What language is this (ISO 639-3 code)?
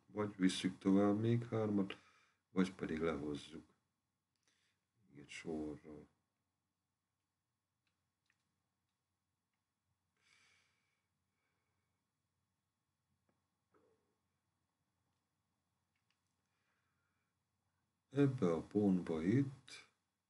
hun